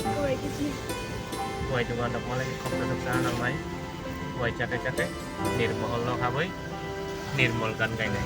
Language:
Kok Borok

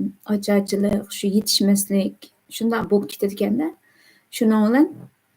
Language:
Uyghur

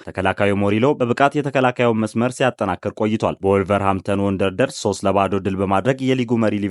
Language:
Amharic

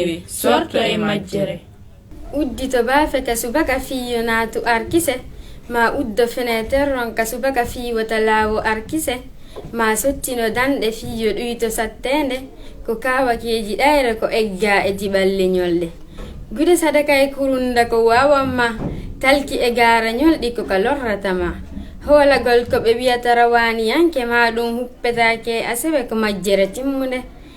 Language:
Fula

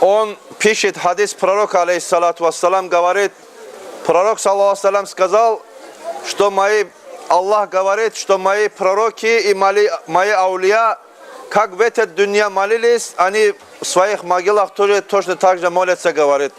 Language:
Kumyk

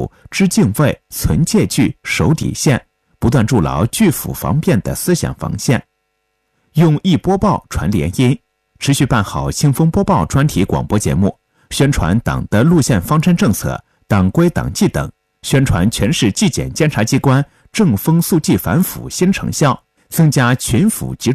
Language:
Chinese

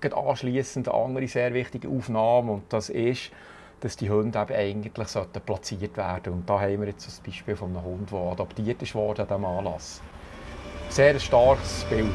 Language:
Swiss German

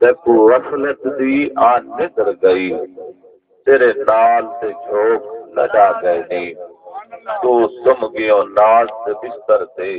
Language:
Saraiki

